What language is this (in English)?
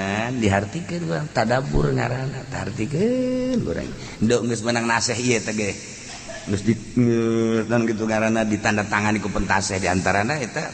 Sundanese